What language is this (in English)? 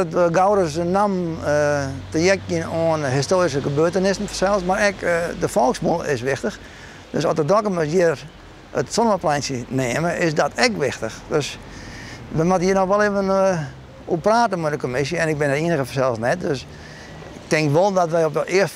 Western Frisian